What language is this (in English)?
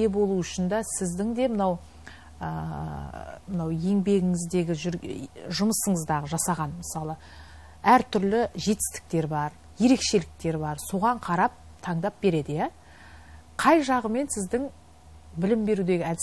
Kazakh